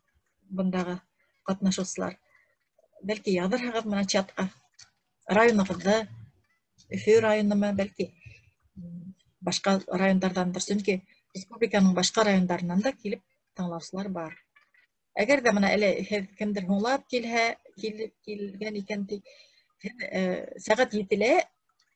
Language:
Bashkir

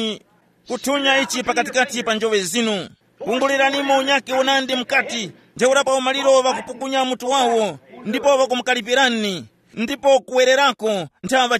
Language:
Tumbuka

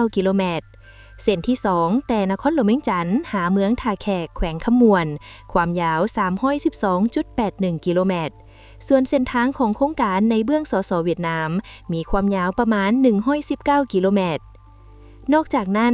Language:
Lao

